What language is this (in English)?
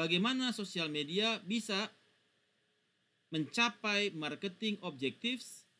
Indonesian